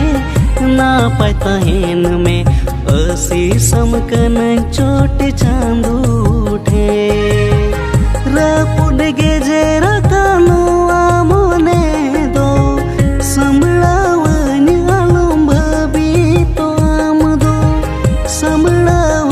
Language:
Santali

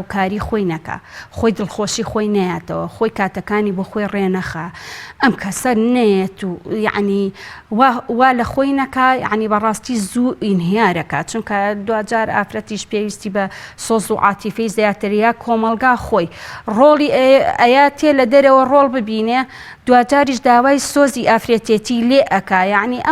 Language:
Central Kurdish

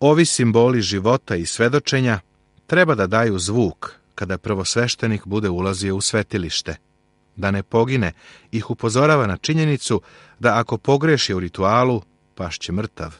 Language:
Serbian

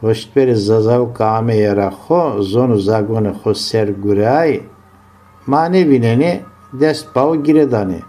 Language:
Zaza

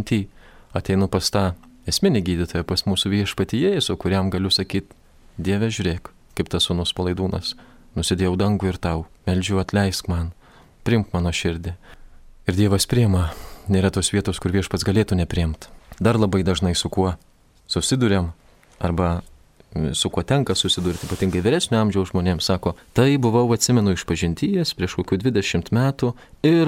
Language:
Lithuanian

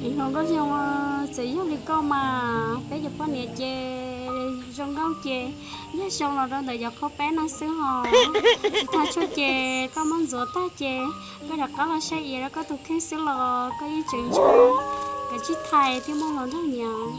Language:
Hmong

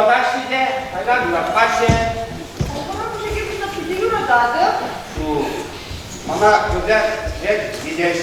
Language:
Chuvash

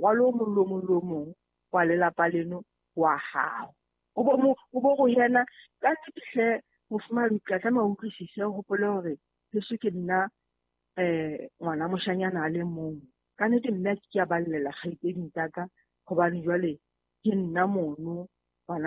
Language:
Southern Sotho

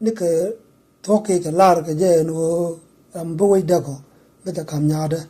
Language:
Nuer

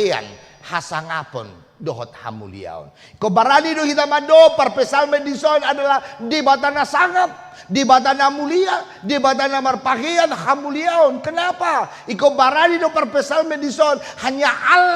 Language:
Batak Toba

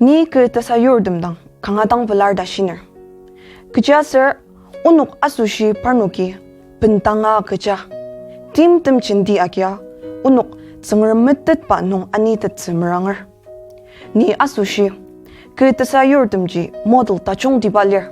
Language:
Ao Naga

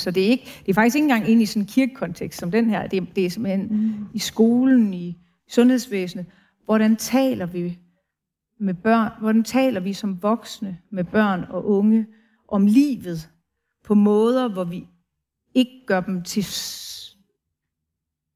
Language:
Danish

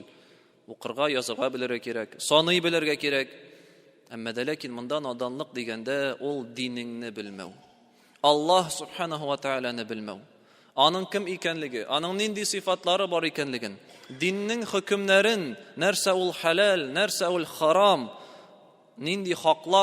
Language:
Tatar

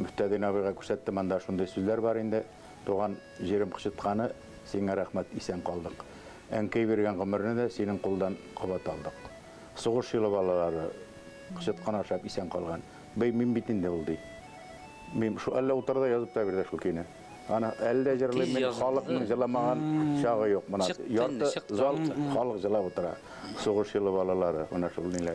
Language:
Bashkir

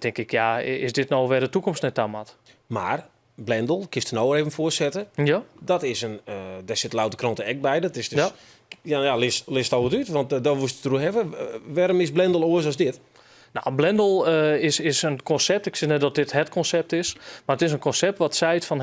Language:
Western Frisian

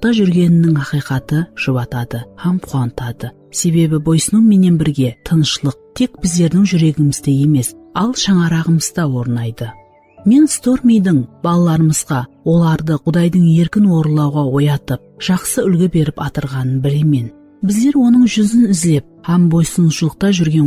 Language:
Kara-Kalpak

